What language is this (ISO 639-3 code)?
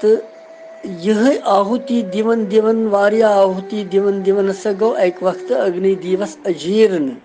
kas